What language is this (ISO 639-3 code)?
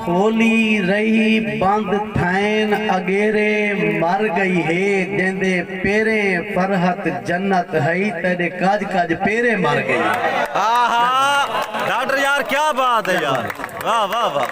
skr